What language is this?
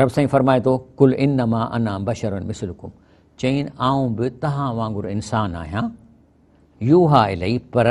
Sindhi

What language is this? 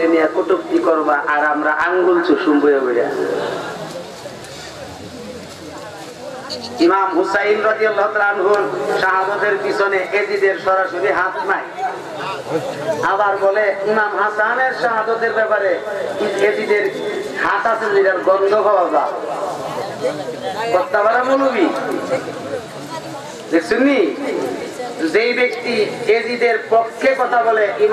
Bangla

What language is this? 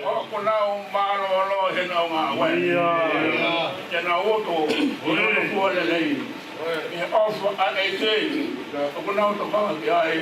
Tongan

